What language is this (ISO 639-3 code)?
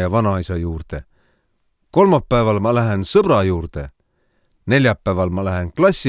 est